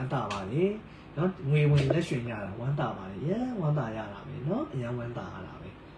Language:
Burmese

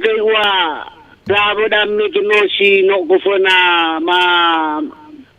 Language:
Nias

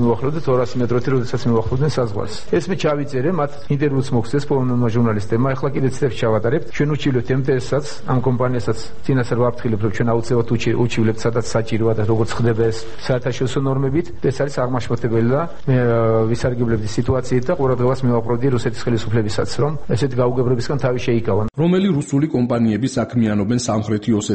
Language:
Georgian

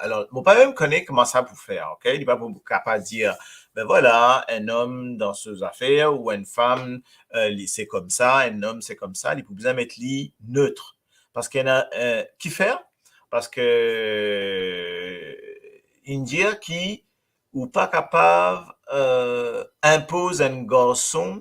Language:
Morisyen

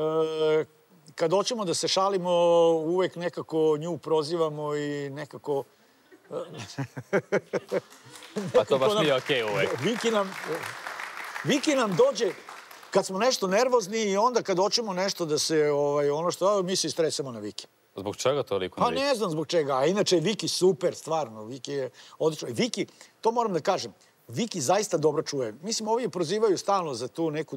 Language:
Serbian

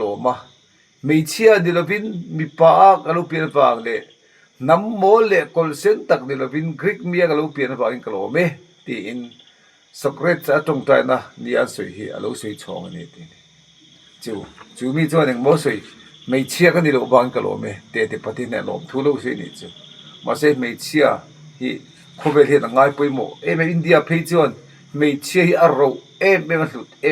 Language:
Mizo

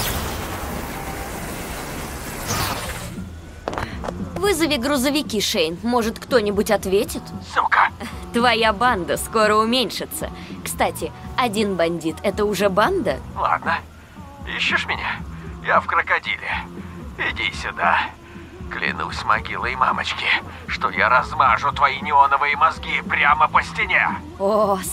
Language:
Russian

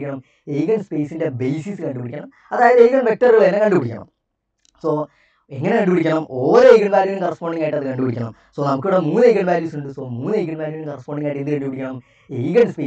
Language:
Malayalam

